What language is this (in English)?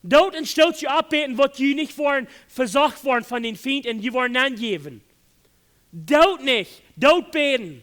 Plautdietsch